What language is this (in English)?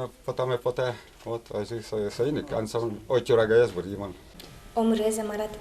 Udmurt